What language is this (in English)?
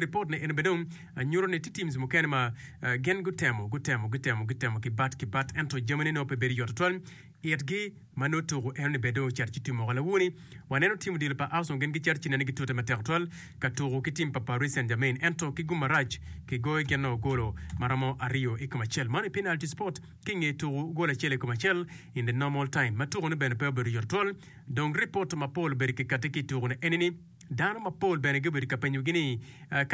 Acoli